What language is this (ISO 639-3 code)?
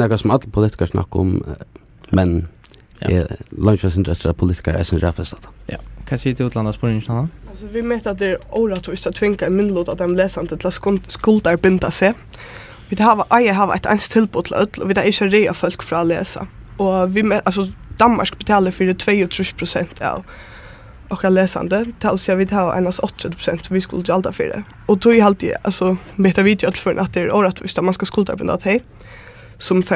fao